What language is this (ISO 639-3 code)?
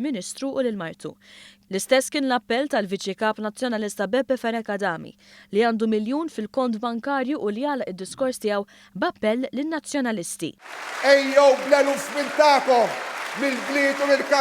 mlt